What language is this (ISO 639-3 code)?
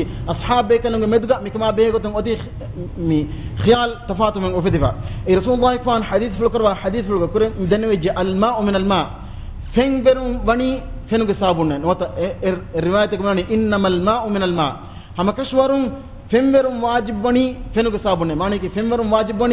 div